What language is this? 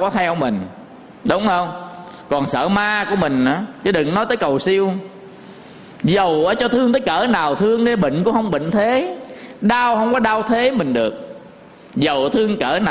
Vietnamese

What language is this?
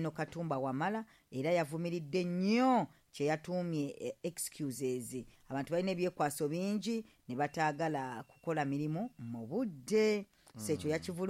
Ganda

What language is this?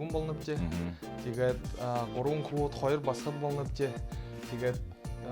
Buriat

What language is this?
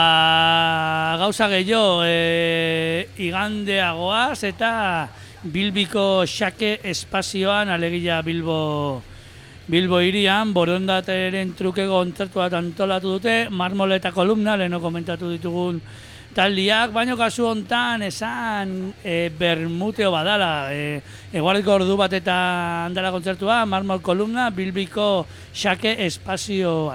Basque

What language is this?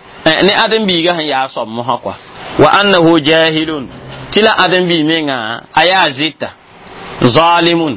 Mossi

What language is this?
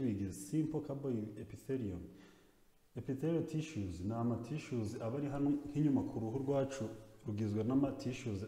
Kinyarwanda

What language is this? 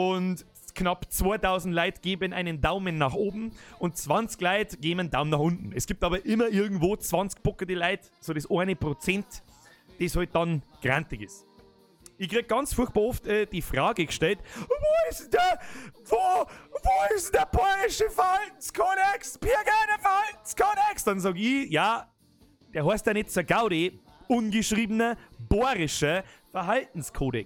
Bavarian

